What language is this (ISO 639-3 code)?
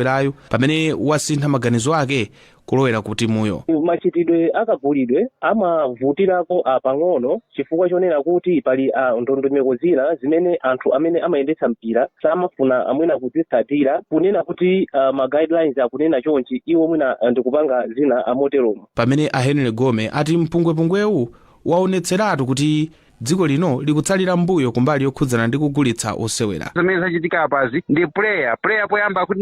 nya